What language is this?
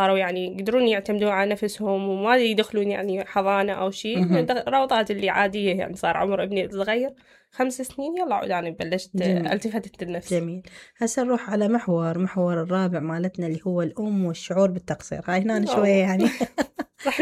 Mesopotamian Arabic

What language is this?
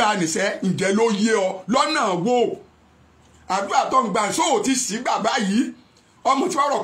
Yoruba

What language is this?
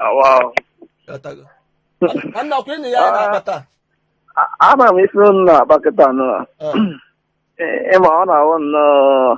Igbo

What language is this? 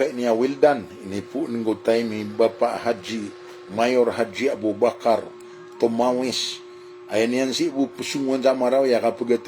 Maranao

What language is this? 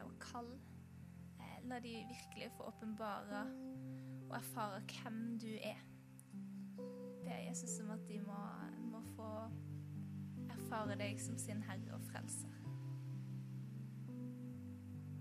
Norwegian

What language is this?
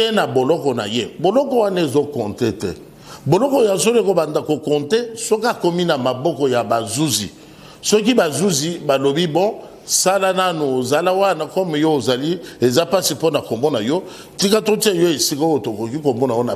Lingala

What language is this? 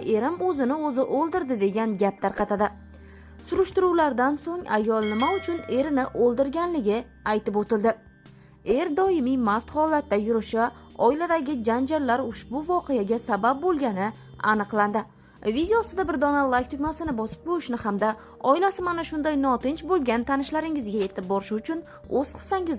Uzbek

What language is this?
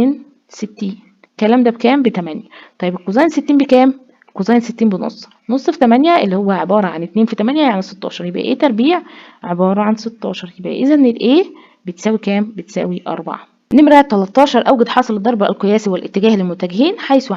Egyptian Arabic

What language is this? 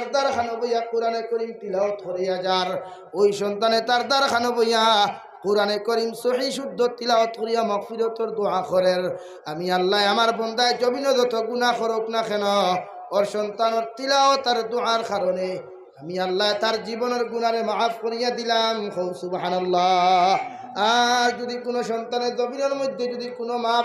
Sylheti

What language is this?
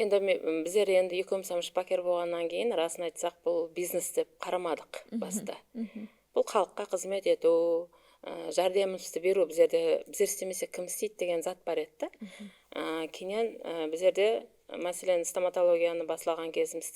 Kara-Kalpak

